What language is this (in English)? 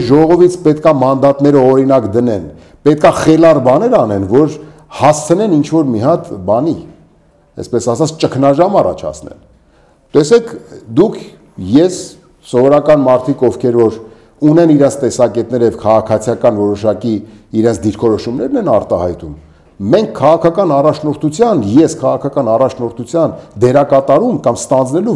Armenian